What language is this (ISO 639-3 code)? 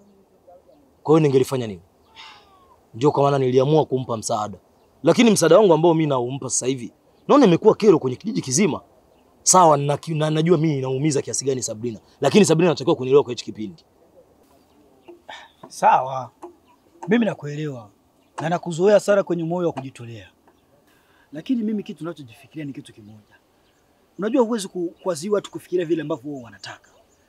swa